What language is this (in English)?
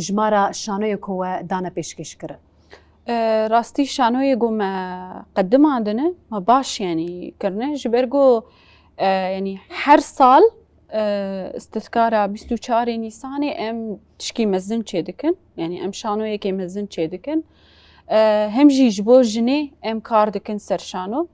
Kurdish